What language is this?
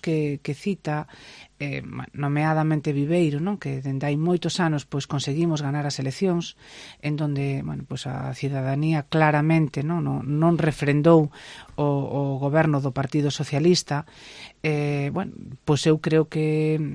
Galician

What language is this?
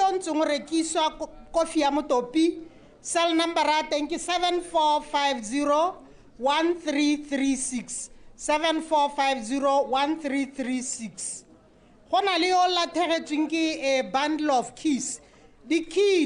Tswana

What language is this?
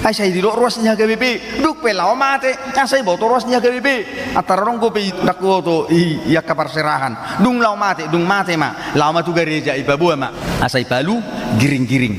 Batak Toba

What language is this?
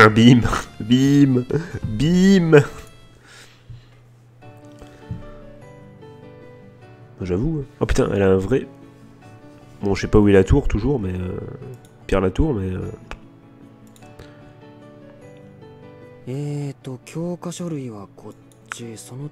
French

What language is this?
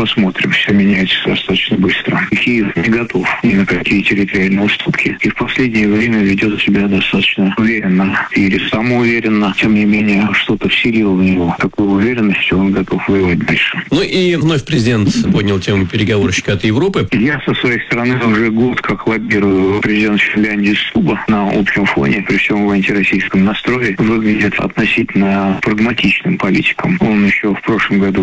Russian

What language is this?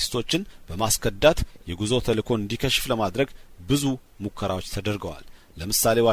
Amharic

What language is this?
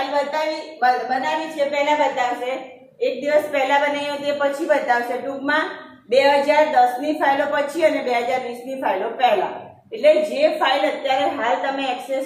Gujarati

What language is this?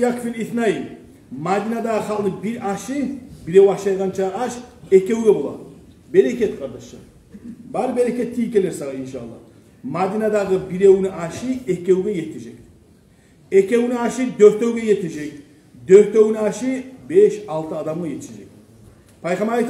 Kumyk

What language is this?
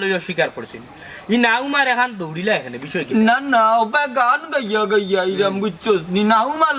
Sylheti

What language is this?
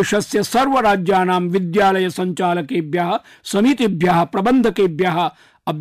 Sanskrit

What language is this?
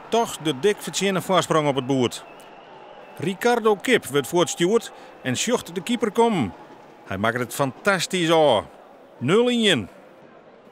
Western Frisian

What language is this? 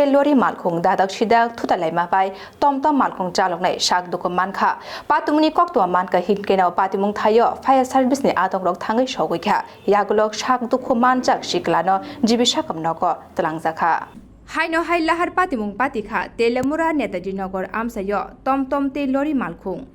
Kok Borok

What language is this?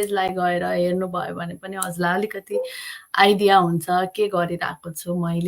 Nepali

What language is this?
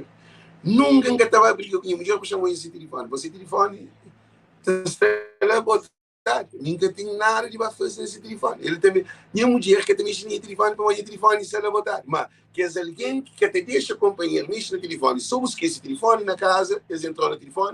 Kabuverdianu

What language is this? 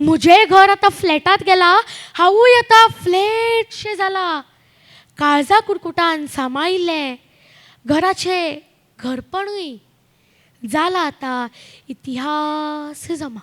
Konkani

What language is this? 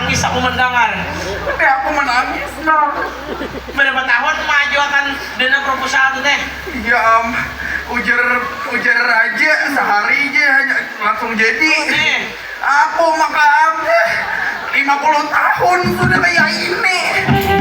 Banjar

